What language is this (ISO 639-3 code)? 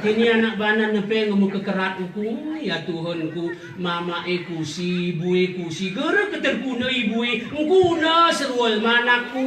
gay